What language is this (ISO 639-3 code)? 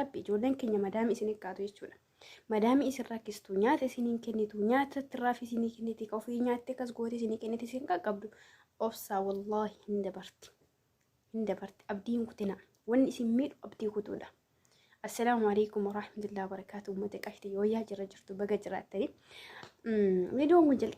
orm